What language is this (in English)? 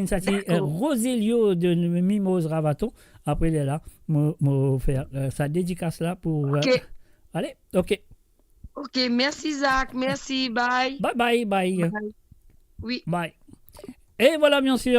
Morisyen